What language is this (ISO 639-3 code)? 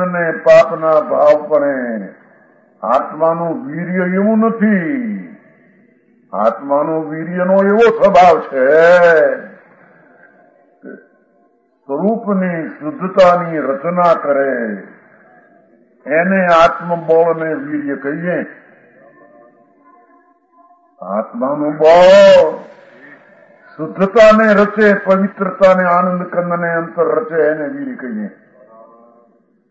guj